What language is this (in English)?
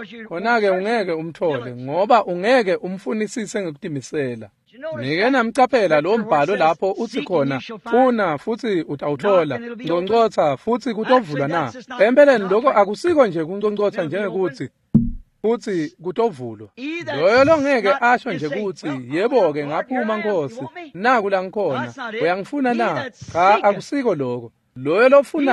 Swati